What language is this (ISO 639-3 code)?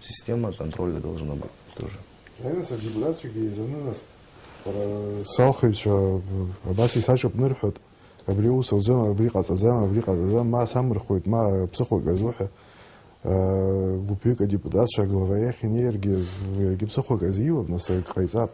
abk